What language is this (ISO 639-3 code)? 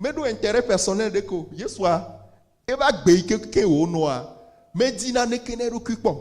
ewe